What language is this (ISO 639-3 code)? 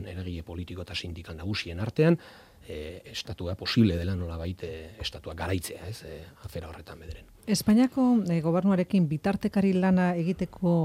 eus